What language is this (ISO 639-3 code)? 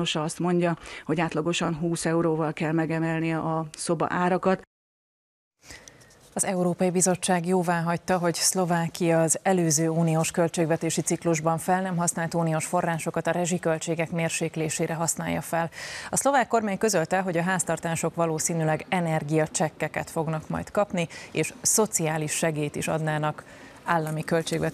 hun